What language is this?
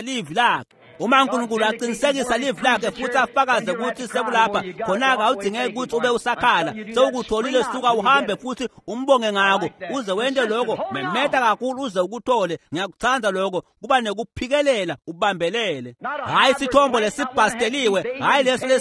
Swati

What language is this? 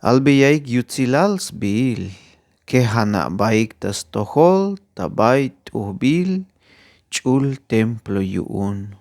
Tzeltal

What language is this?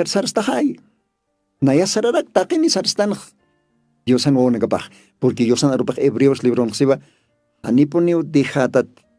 Aymara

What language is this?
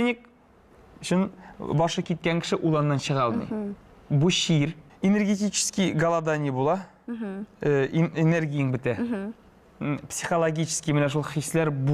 Tatar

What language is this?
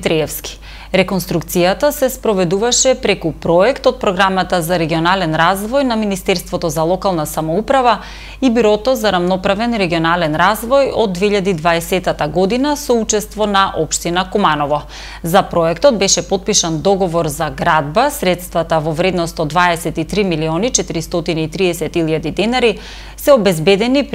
Macedonian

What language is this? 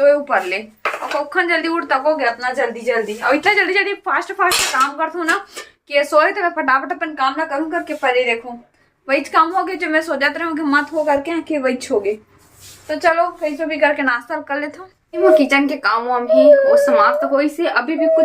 Chhattisgarhi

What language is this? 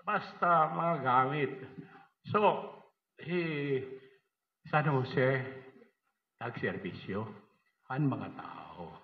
Waray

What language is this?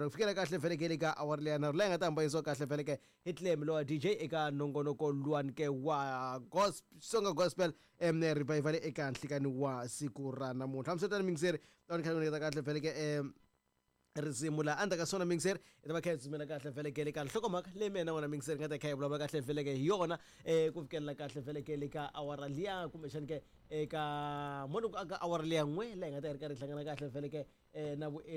Tsonga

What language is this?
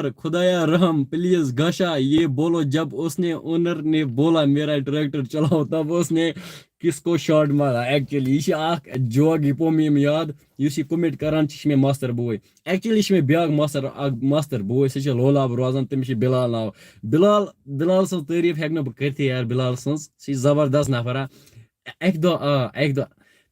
Kashmiri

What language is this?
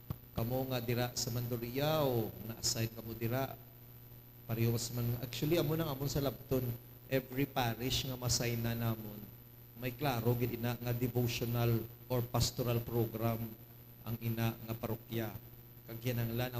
Hiligaynon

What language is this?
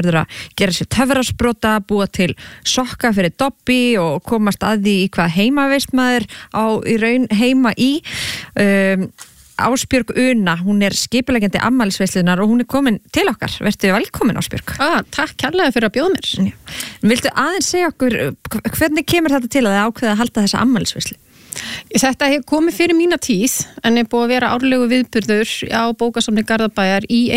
Icelandic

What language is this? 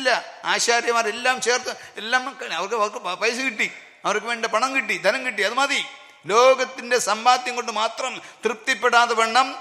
Malayalam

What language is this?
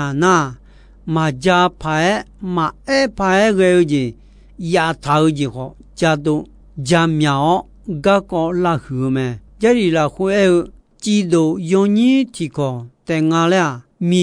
Akha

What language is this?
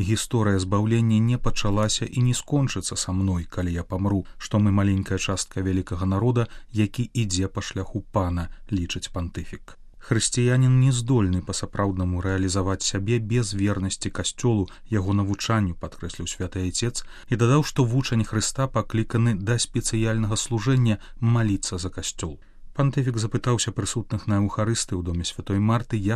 Belarusian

